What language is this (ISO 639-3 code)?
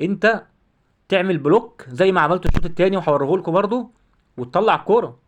arz